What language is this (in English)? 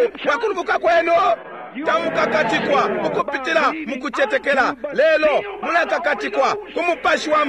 Bemba